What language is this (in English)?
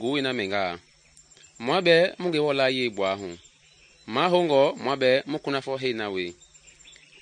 Mende